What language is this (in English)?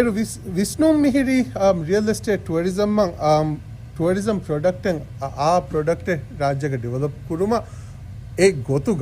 Divehi